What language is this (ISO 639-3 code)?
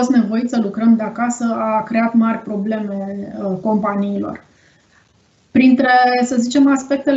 ron